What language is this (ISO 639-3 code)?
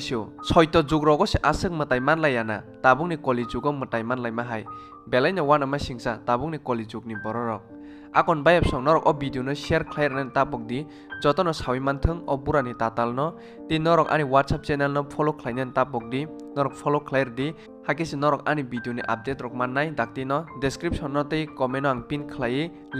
trp